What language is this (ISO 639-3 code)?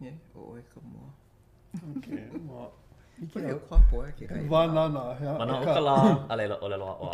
haw